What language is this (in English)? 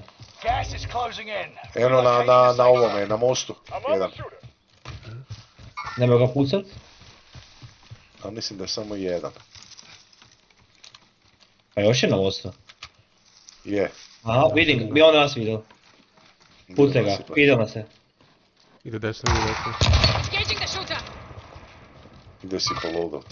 Croatian